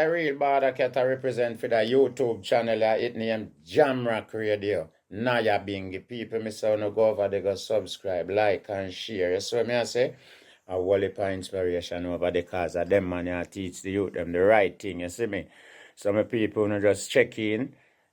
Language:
Jamaican Creole English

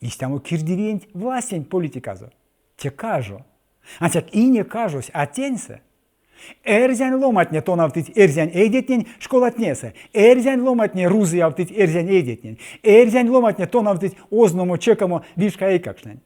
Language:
Erzya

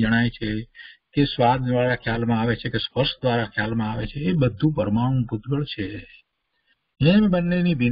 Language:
Gujarati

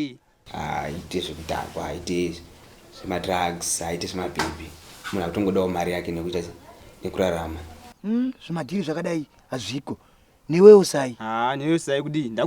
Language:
Shona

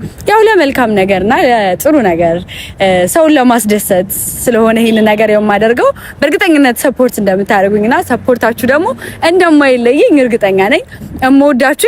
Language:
Amharic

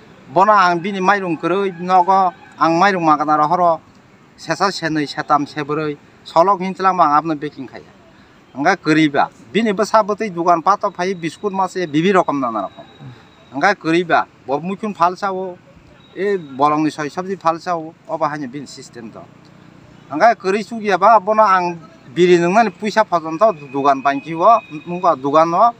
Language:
Kok Borok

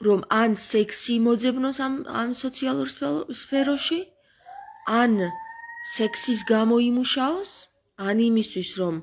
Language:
Georgian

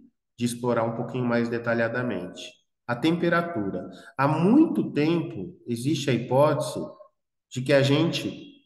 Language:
Portuguese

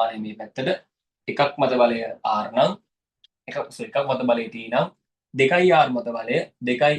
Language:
Sinhala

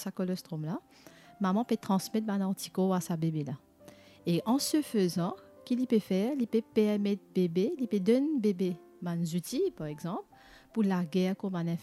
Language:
Morisyen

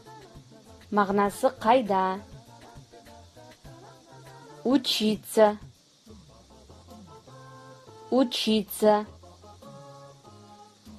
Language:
Kazakh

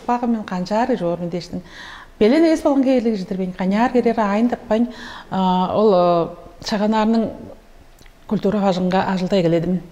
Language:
Tuvinian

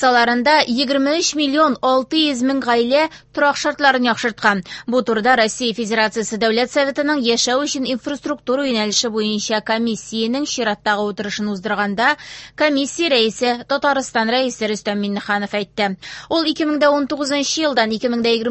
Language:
Tatar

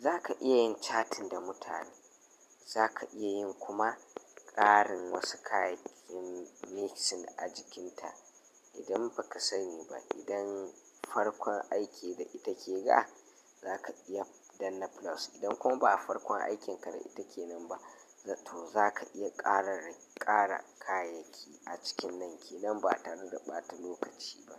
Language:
Hausa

